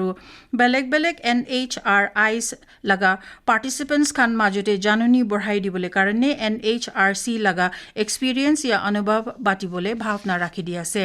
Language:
Naga Pidgin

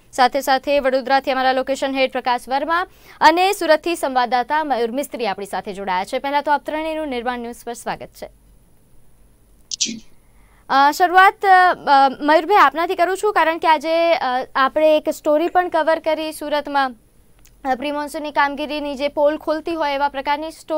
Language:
Gujarati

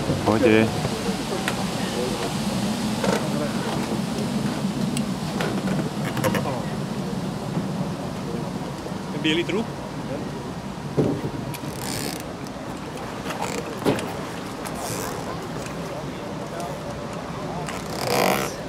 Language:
Slovak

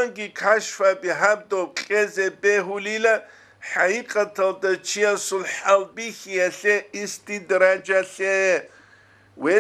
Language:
Avaric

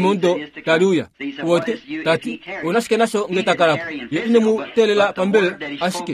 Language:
Kuanyama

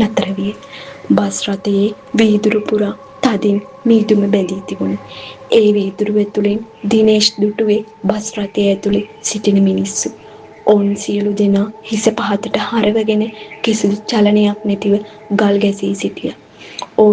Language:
Sinhala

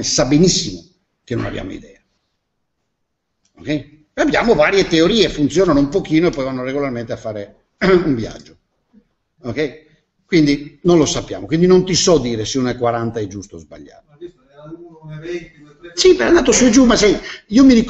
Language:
Italian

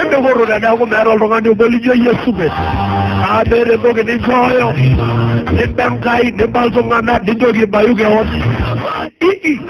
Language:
Masai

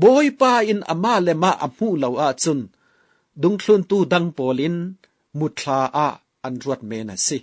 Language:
Falam Chin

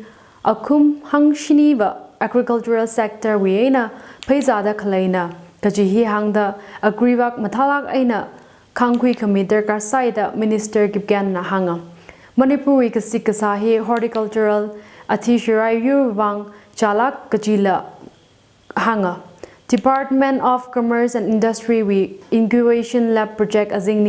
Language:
Tangkhul Naga (India)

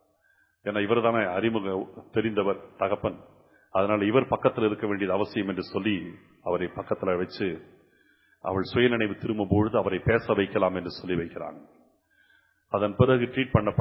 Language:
Tamil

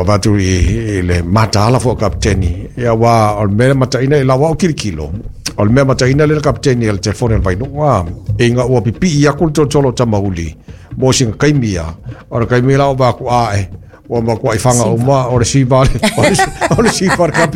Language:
Samoan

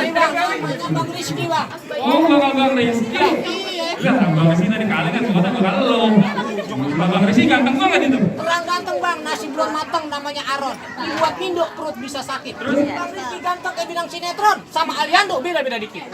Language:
Betawi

